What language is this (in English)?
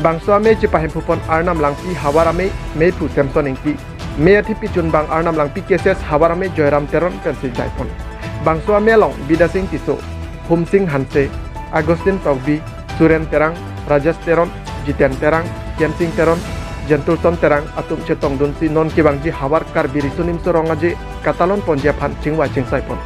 Karbi